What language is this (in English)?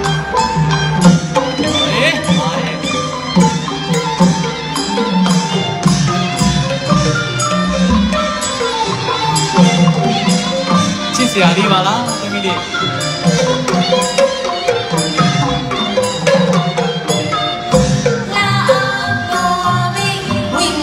Burmese